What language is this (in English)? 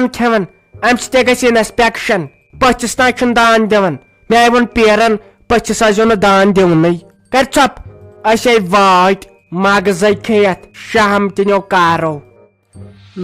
Kashmiri